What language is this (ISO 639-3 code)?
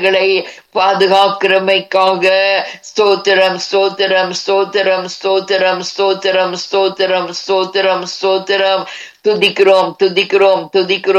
tam